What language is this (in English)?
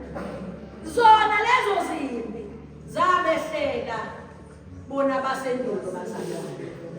Zulu